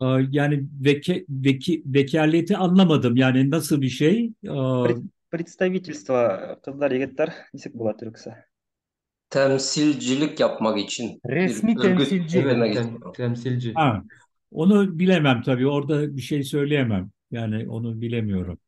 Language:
Bashkir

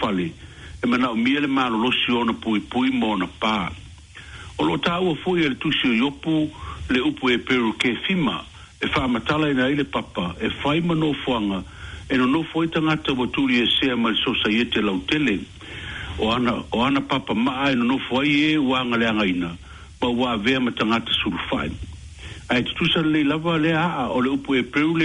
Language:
Samoan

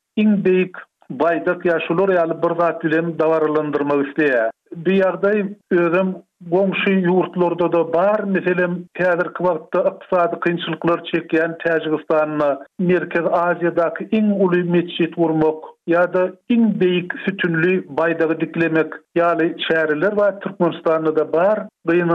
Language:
Turkmen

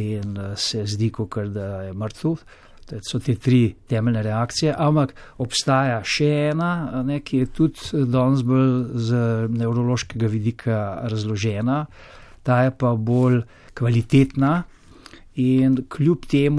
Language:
Slovenian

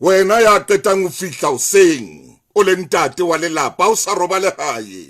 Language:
Southern Sotho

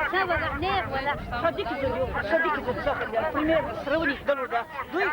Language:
Chechen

